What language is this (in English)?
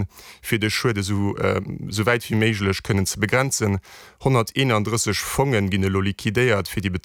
Luxembourgish